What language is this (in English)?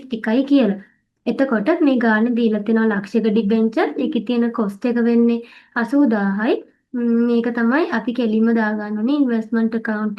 Sinhala